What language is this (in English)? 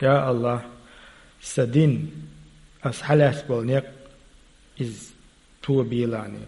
Chechen